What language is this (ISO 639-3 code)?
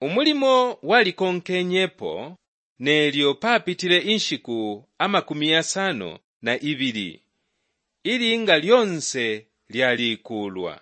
bem